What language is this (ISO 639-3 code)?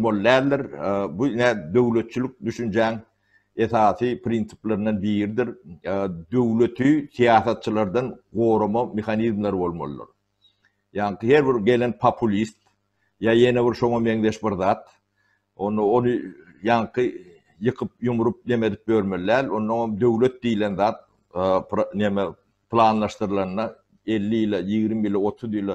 tuk